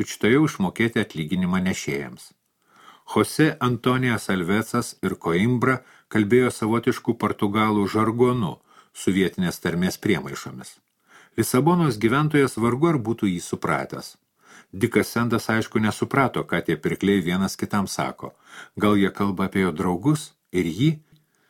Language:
Lithuanian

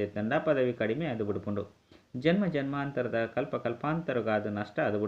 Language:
Tulu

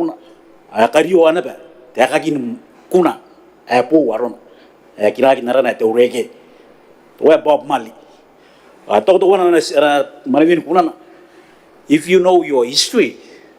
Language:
Gilbertese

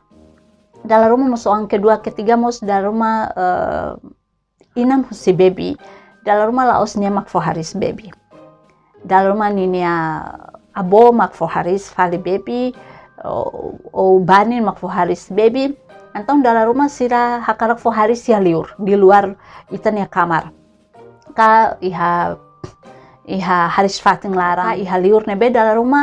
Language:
Tetum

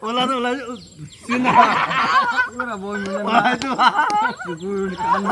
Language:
Naga Pidgin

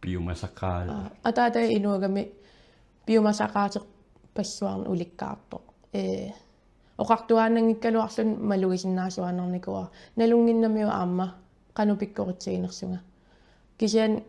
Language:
Kalaallisut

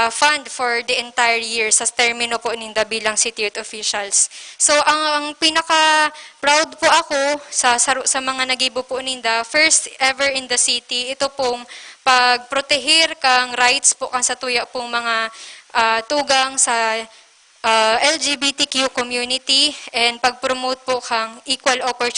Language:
Bikol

